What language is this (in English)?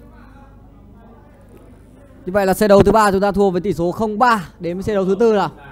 Vietnamese